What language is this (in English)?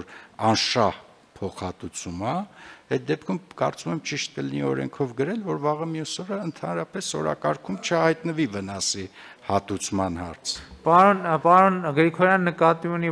Armenian